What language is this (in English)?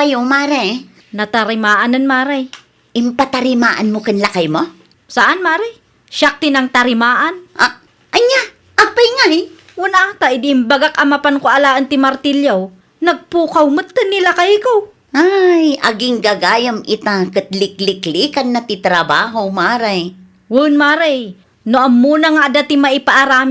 Iloko